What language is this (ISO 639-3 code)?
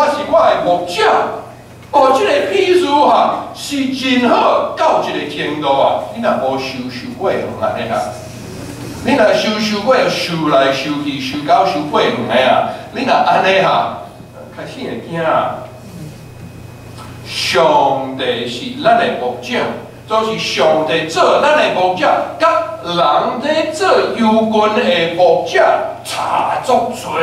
nan